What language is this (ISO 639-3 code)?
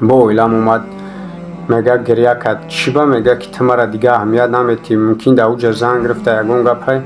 tgk